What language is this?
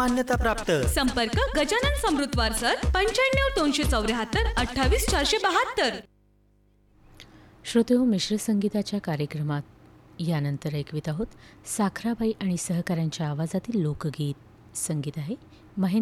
Marathi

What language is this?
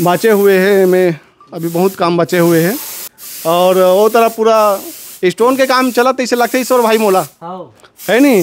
Chhattisgarhi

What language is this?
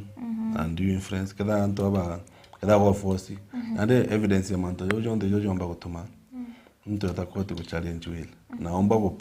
Meru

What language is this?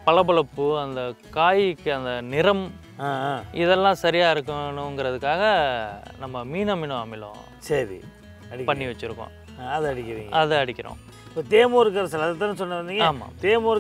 Tamil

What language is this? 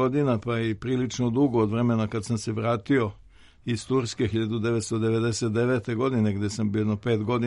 Serbian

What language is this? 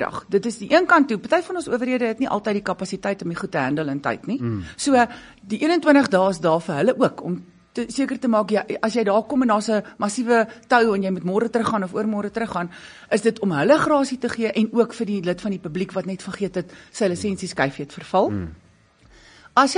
Afrikaans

